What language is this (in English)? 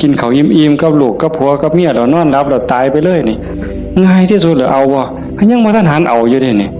Northeastern Thai